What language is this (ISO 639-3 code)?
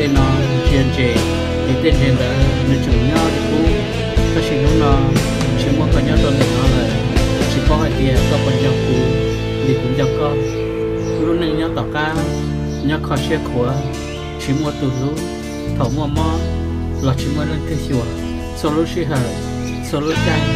hmn